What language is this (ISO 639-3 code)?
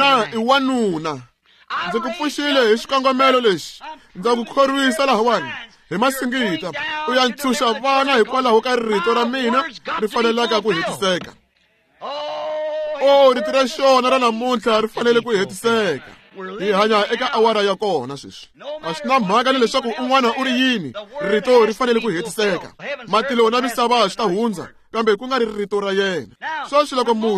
tso